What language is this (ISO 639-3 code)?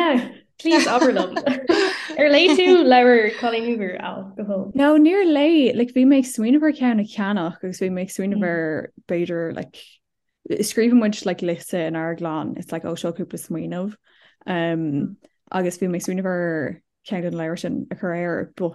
gle